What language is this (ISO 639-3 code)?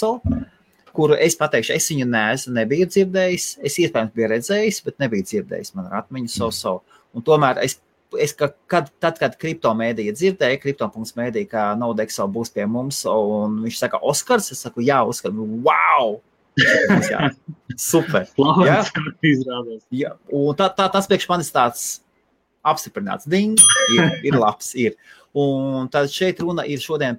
lav